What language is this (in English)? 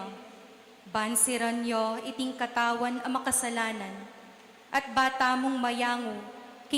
Pampanga